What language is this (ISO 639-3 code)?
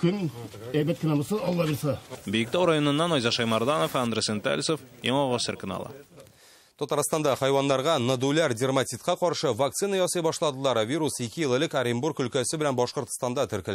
tat